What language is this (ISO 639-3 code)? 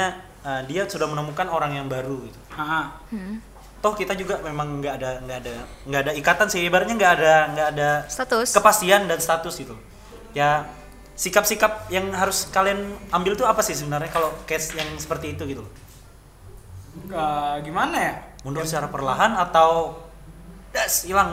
ind